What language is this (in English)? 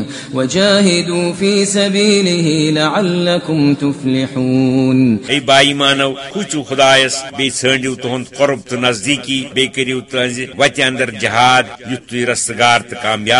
Kashmiri